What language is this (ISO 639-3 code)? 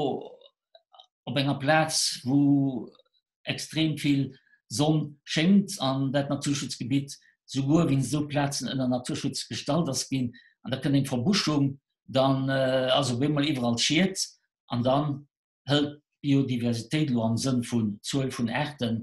ltz